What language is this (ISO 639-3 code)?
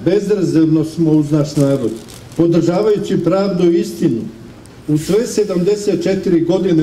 srp